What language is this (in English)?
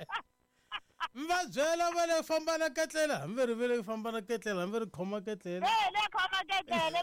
Tsonga